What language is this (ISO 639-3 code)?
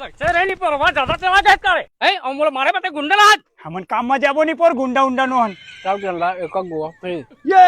hne